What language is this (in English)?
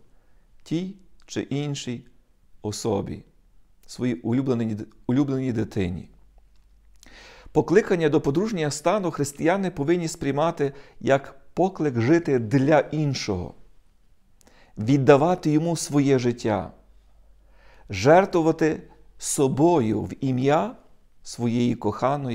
Ukrainian